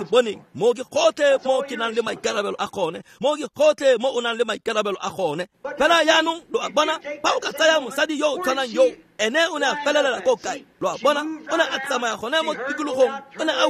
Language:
Tswana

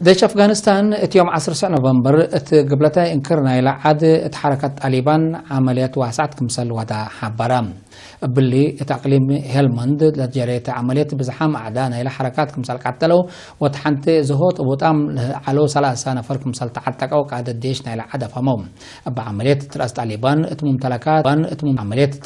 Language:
Tigre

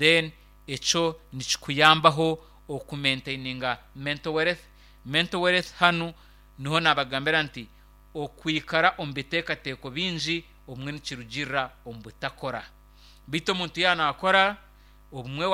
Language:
Nyankole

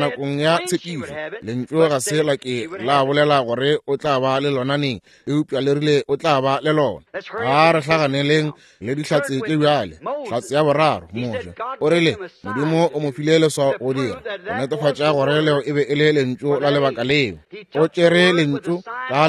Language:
Northern Sotho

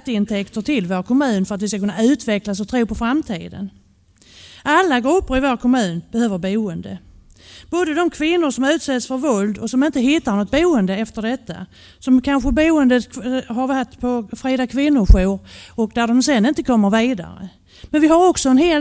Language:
Swedish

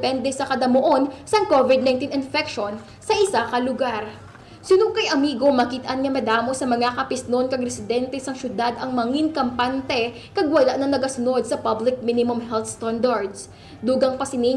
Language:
Hiligaynon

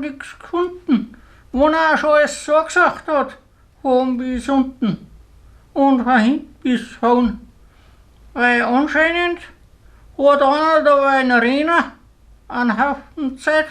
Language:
Bavarian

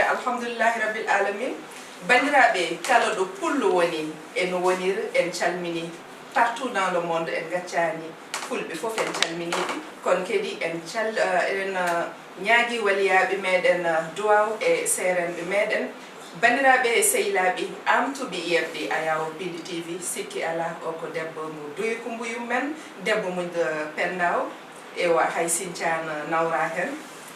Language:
Fula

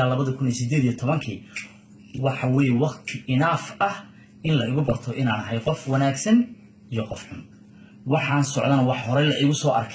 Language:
Somali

